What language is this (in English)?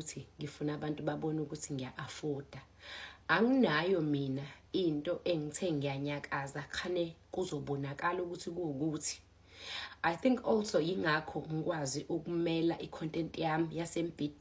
Zulu